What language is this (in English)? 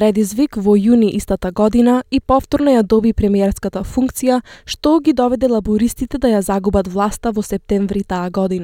Macedonian